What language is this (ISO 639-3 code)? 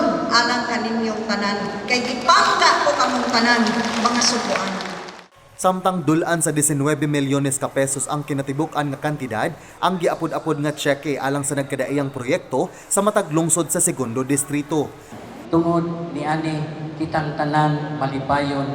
ceb